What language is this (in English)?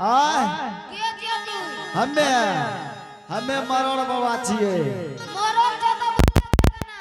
Angika